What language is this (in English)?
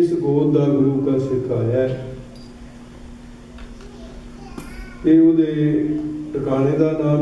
Punjabi